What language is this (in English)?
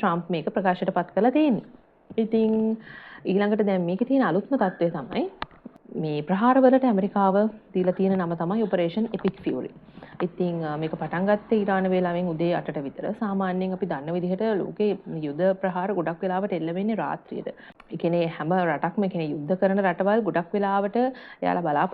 Sinhala